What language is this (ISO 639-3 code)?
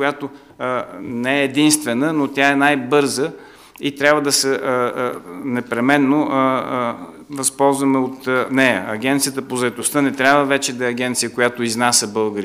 bul